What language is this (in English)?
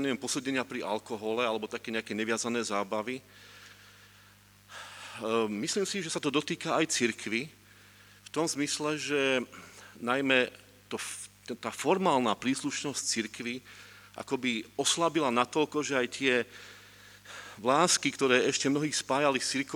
Slovak